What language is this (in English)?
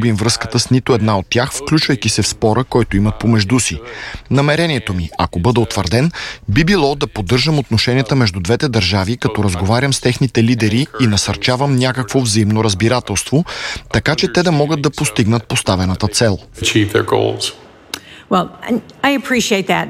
Bulgarian